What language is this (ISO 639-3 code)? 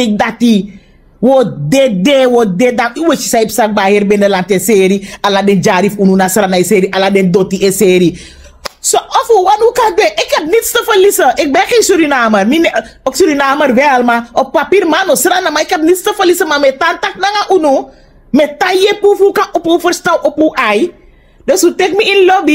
srn